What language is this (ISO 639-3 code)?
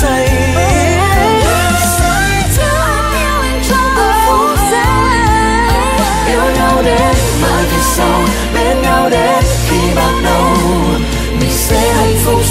vie